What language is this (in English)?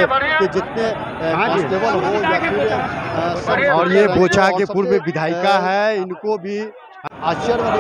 Hindi